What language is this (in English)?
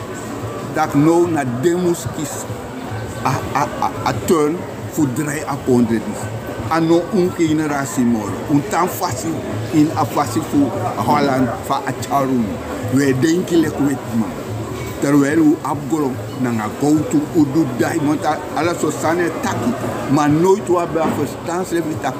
Sranan Tongo